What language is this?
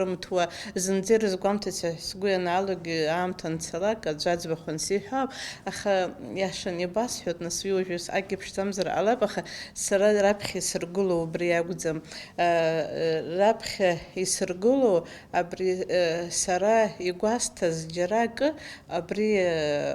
Abkhazian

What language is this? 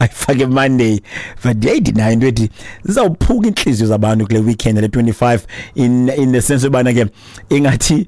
Xhosa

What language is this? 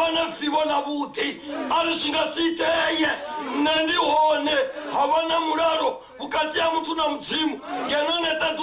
Venda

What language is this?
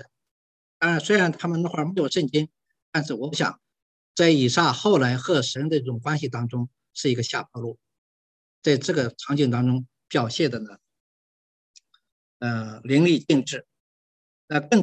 Chinese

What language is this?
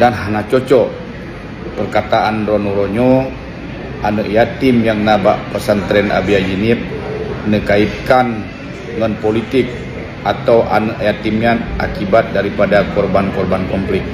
Achinese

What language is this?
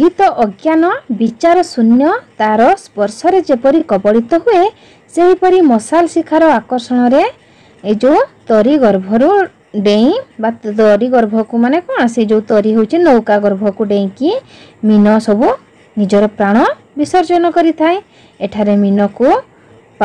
Odia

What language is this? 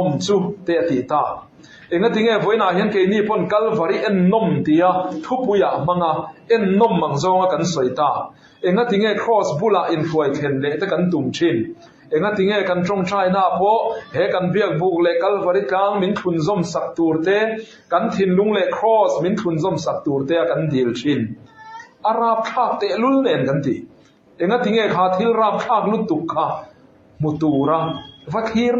Mizo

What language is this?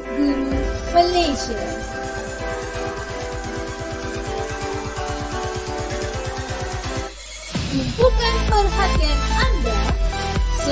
Malay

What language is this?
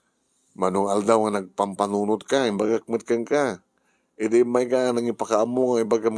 Iloko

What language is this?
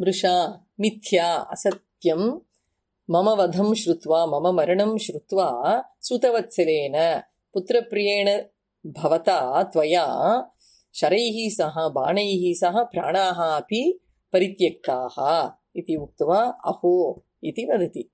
Sanskrit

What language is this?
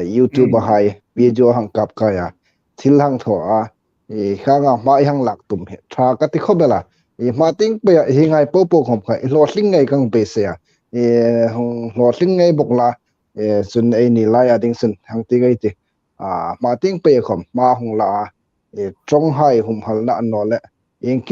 Hmar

